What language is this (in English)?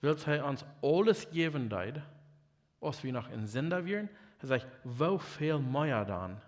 Plautdietsch